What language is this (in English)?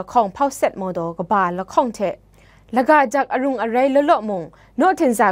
Kachin